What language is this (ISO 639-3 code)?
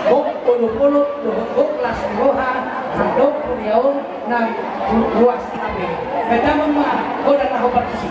bbc